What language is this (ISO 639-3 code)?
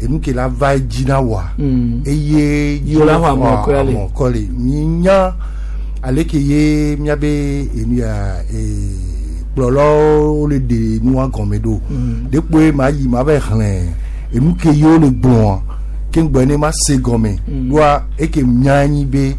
gej